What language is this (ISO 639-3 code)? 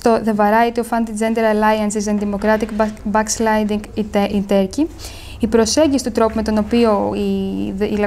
ell